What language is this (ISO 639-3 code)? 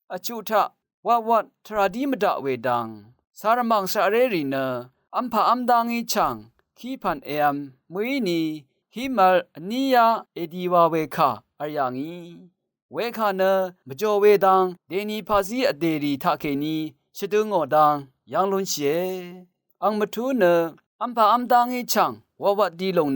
raw